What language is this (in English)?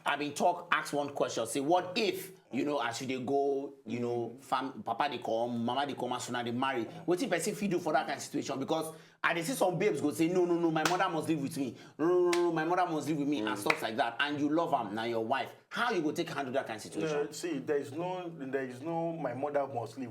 Nigerian Pidgin